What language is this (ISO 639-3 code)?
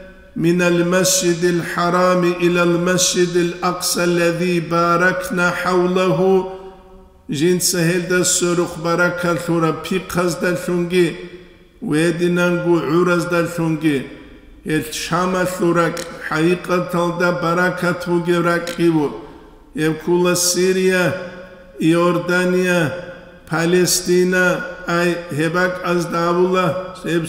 ava